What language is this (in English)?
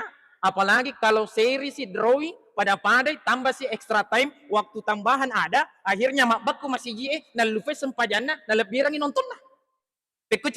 Buginese